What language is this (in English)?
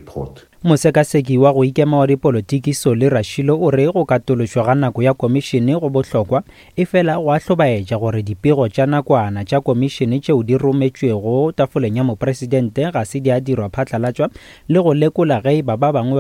Northern Sotho